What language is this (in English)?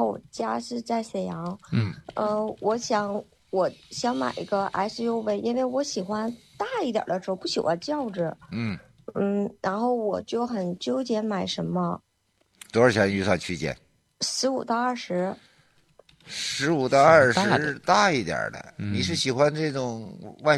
Chinese